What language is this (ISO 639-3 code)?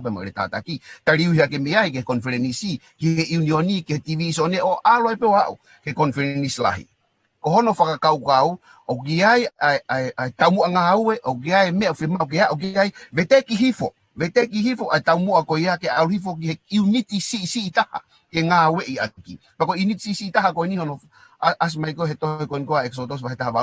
ton